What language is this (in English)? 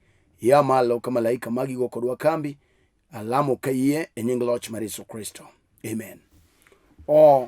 Luo (Kenya and Tanzania)